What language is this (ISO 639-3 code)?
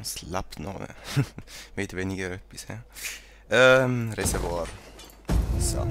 gsw